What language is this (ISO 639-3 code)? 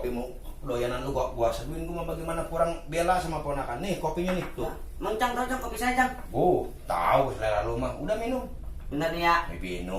bew